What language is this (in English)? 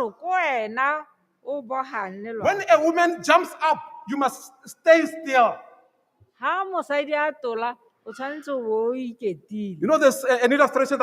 Tswana